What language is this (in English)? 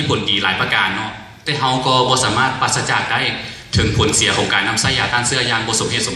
Lao